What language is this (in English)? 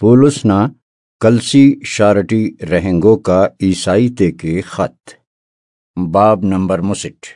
Brahui